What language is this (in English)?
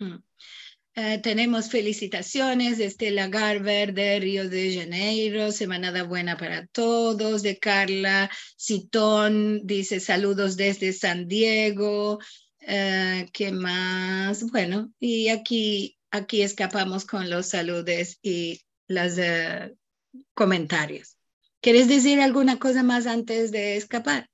Ladino